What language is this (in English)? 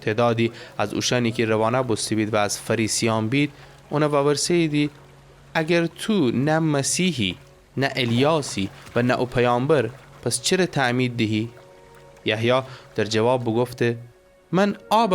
Gilaki